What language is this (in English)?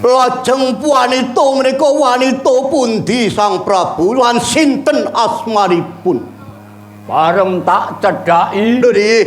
Javanese